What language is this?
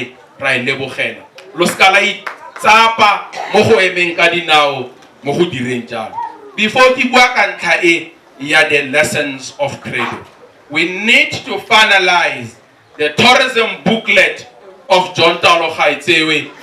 Tswana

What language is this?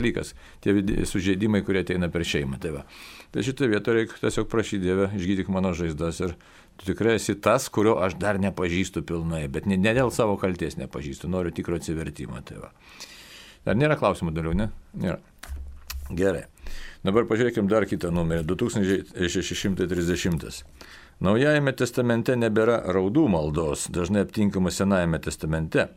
Lithuanian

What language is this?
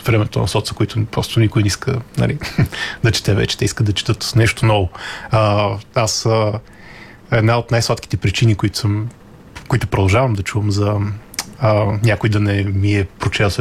Bulgarian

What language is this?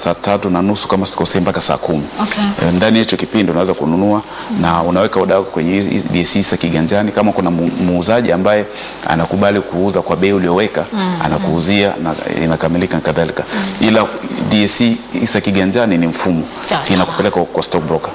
Swahili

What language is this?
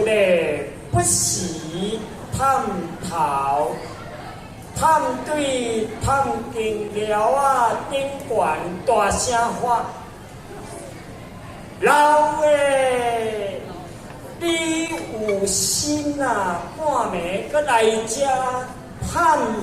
Min Nan Chinese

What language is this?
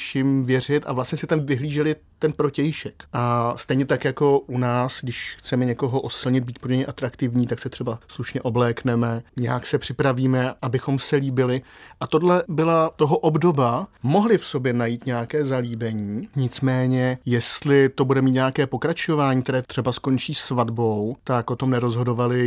Czech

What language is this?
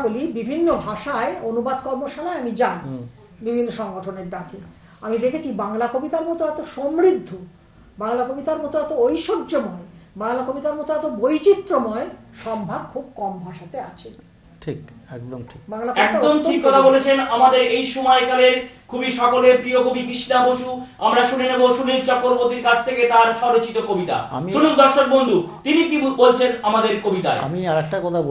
Bangla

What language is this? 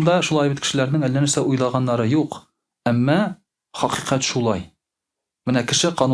Tatar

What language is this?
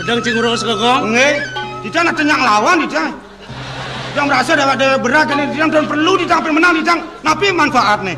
Balinese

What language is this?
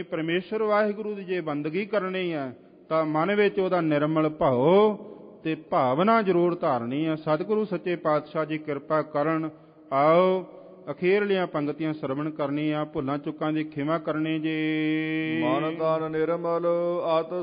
Punjabi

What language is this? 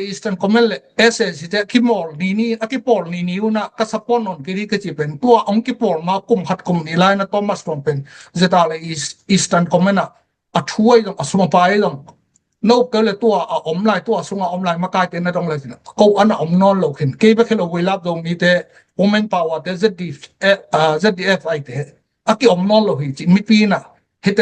Tedim Chin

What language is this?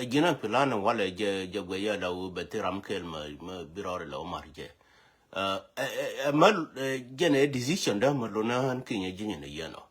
Nuer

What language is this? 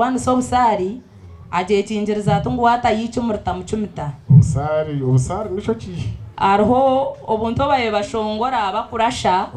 Nyankole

